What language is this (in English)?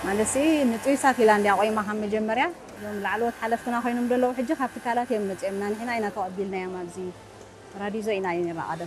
Tigrinya